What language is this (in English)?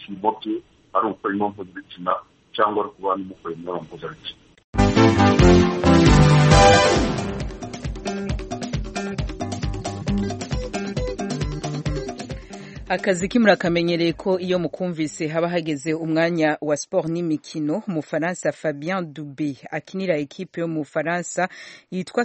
Kinyarwanda